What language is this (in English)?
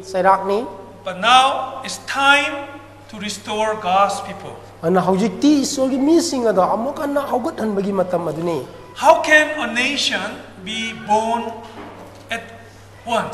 Manipuri